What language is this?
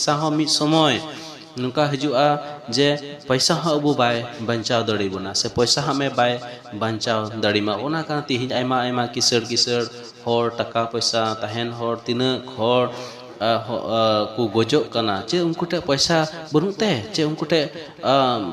Santali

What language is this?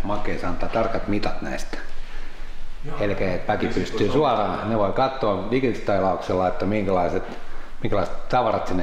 Finnish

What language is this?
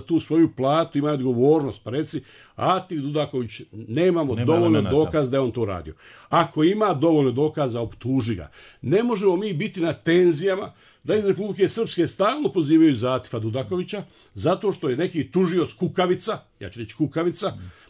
Bosnian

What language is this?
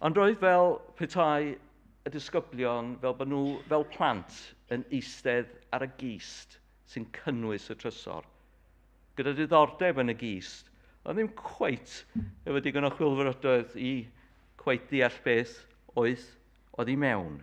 Welsh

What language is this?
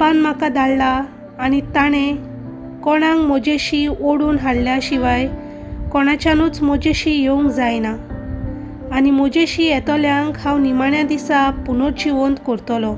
Konkani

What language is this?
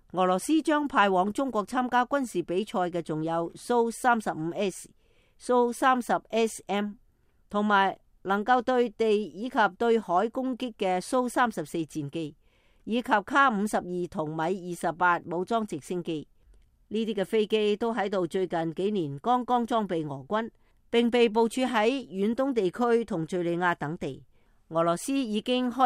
Cantonese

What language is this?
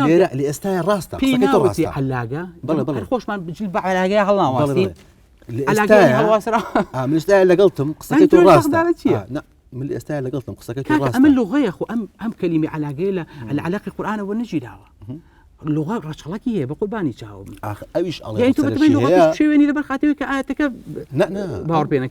Central Kurdish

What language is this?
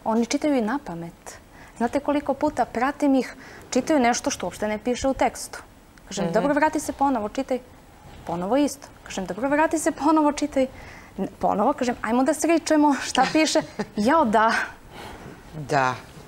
Serbian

